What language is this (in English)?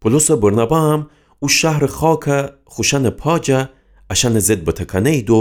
Gilaki